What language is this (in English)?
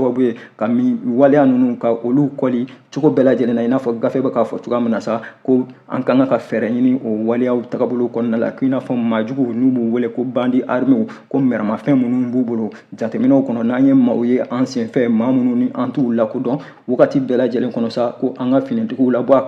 Bambara